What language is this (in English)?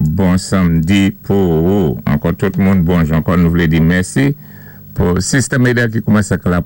Saint Lucian Creole French